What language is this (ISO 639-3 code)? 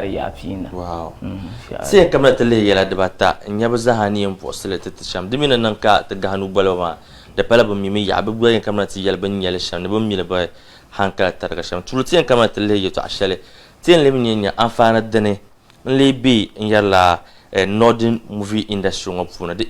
dag